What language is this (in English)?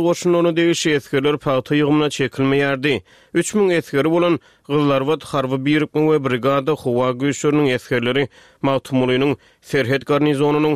Turkmen